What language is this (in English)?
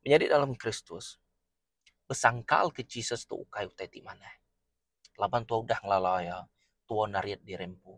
Iban